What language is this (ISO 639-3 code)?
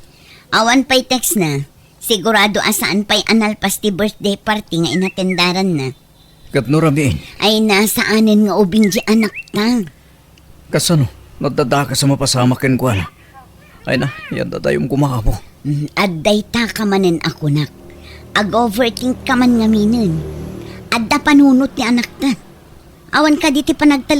ilo